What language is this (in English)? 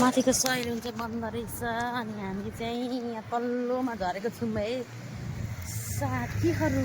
Nepali